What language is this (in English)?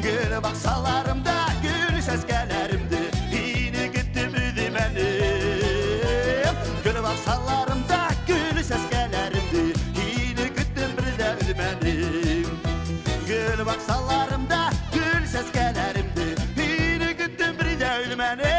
Bashkir